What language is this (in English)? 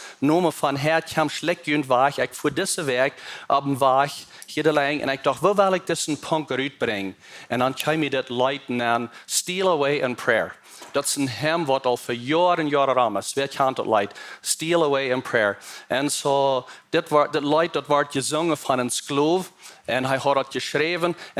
Plautdietsch